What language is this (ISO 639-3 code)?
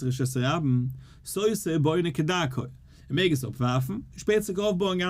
yid